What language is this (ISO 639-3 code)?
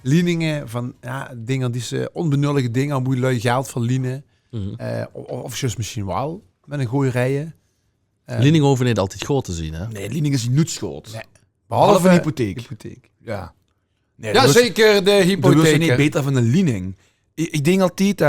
lim